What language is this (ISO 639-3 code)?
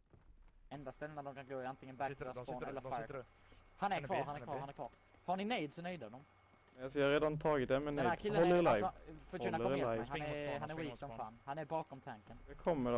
swe